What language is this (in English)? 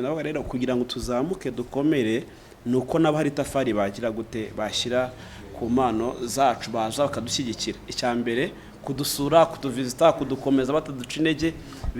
Kinyarwanda